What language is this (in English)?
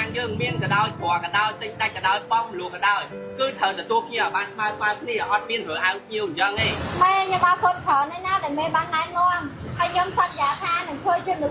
Khmer